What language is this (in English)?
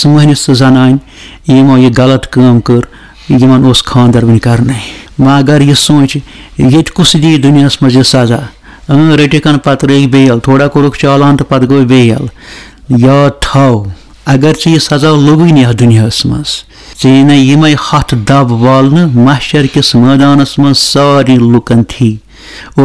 Kashmiri